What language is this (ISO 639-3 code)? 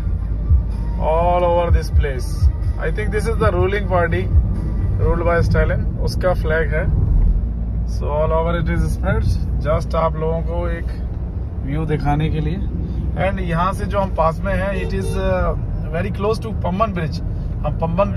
hin